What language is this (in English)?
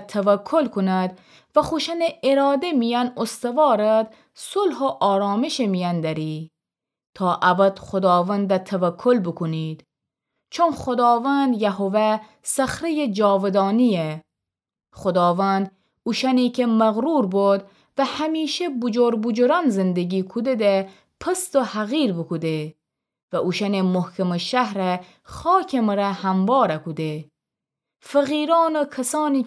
Gilaki